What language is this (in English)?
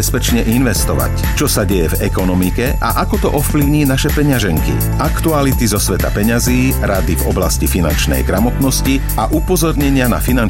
Slovak